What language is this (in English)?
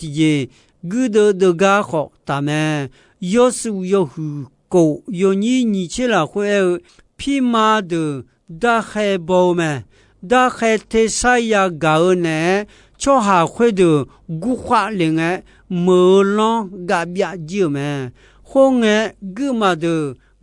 Akha